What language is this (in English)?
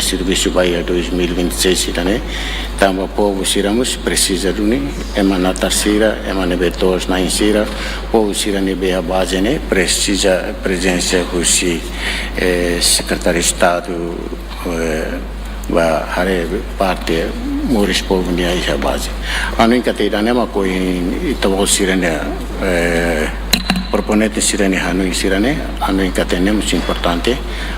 Tetum